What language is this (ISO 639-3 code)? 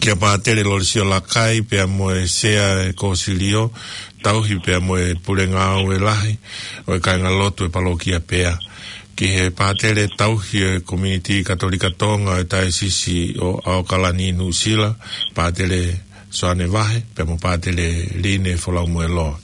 ton